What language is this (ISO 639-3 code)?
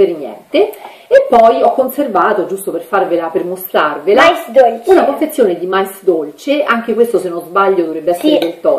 ita